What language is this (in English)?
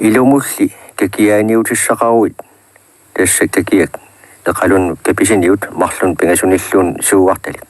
Kalaallisut